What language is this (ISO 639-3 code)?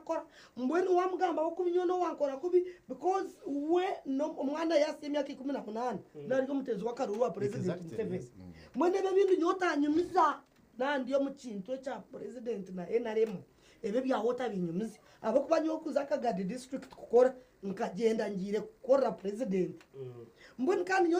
nyn